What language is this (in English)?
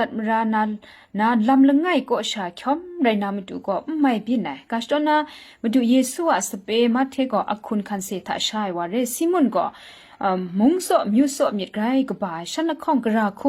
Kachin